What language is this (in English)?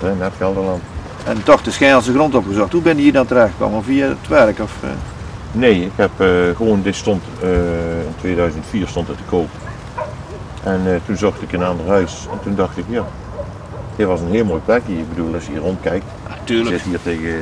Dutch